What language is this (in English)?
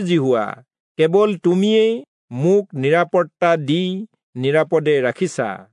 Assamese